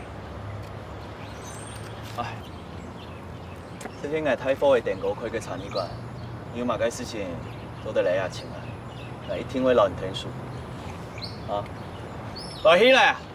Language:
Hakka Chinese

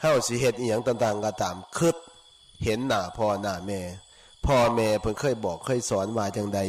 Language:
Northeastern Thai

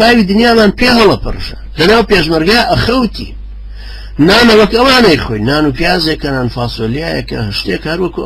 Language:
Central Kurdish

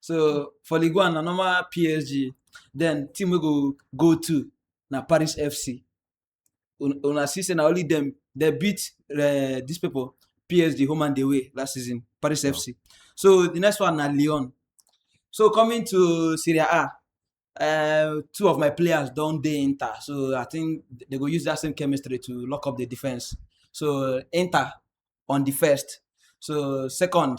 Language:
Nigerian Pidgin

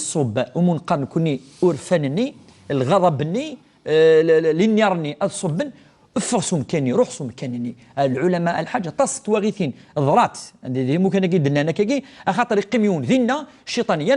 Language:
Kabyle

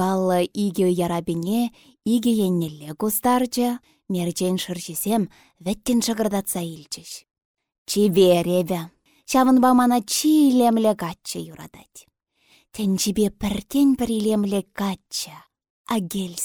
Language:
Chuvash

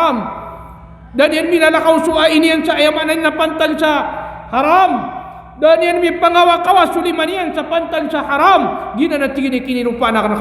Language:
Maranao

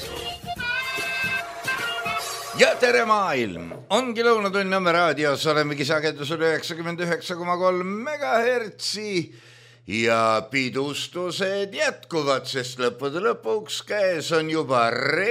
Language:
Estonian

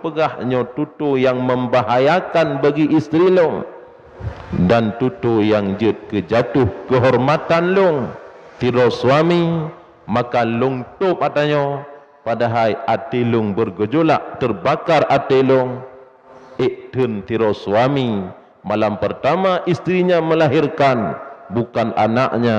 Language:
Achinese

